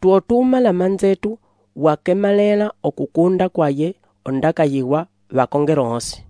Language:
Umbundu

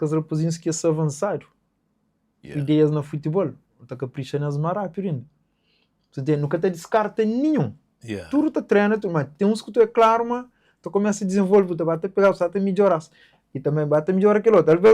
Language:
Kabuverdianu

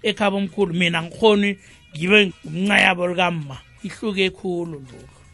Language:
South Ndebele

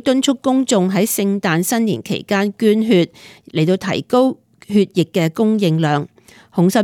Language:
Cantonese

